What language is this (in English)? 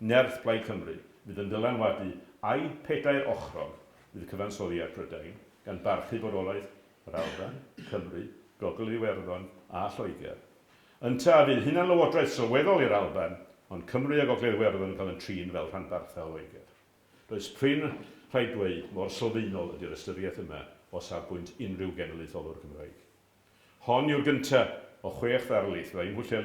Welsh